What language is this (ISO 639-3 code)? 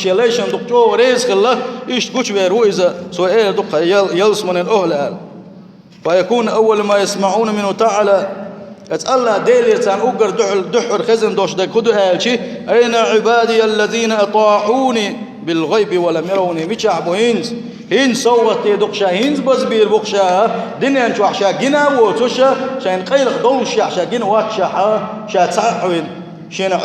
che